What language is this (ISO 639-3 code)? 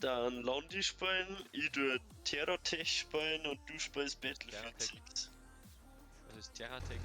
bar